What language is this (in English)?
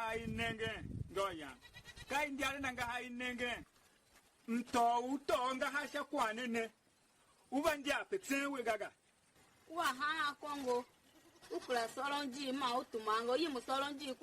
Tiv